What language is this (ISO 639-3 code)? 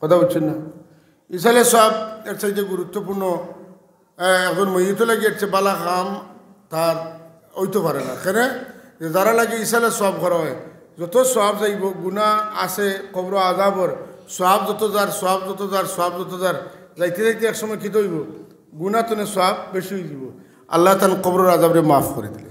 syl